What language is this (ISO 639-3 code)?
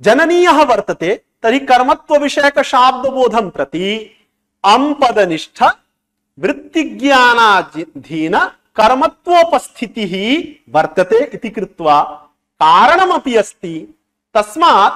san